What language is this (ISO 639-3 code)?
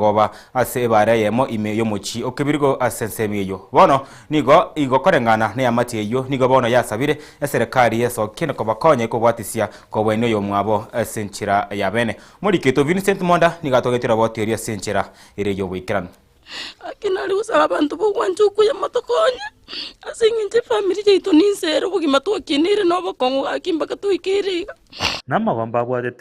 guz